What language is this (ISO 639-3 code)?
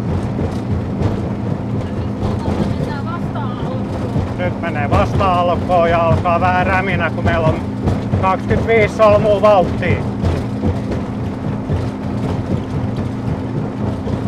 fin